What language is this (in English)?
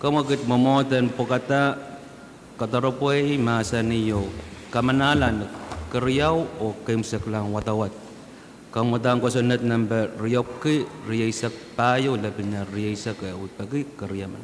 Pohnpeian